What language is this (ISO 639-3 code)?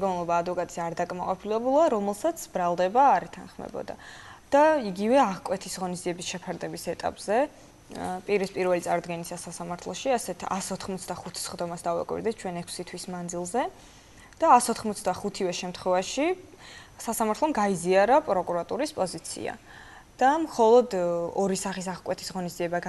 kat